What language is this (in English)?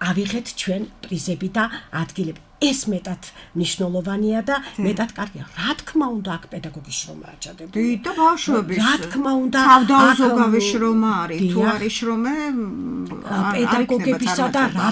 Georgian